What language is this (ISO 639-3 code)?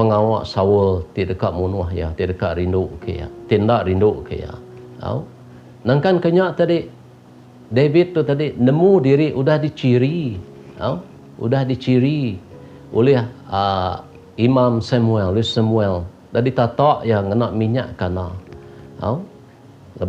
iba